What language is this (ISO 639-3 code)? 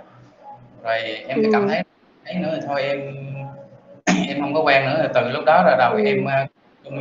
vie